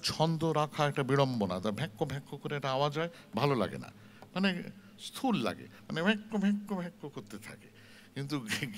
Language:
Bangla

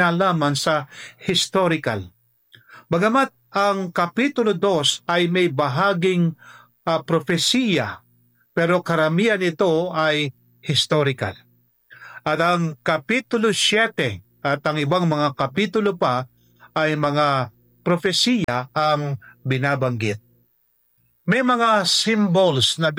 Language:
Filipino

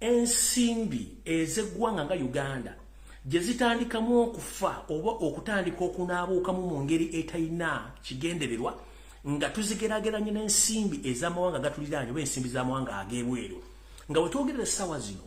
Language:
Ganda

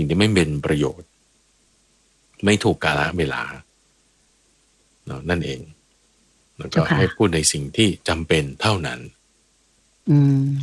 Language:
Thai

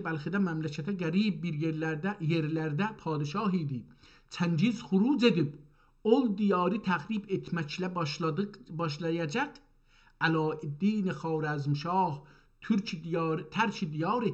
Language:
South Azerbaijani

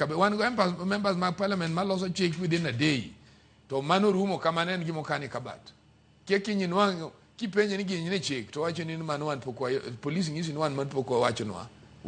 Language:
Luo (Kenya and Tanzania)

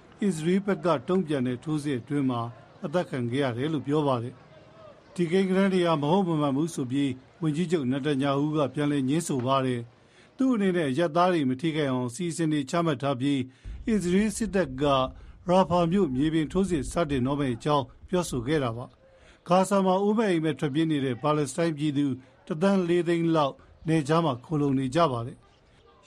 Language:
Burmese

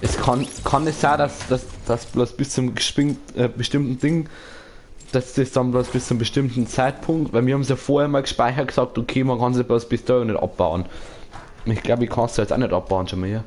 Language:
Bavarian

